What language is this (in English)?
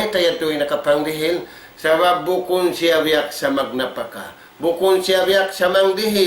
Tausug